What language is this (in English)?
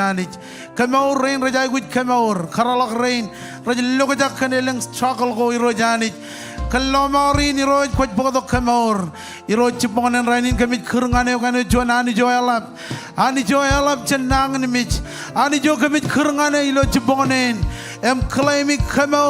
Marshallese